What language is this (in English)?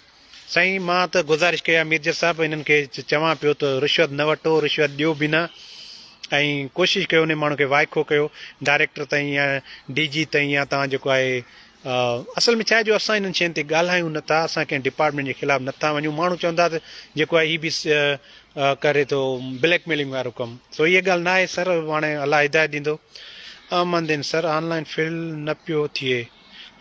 Sindhi